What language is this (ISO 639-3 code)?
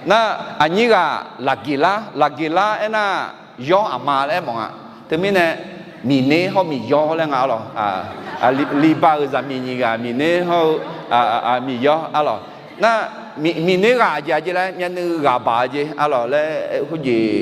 ahk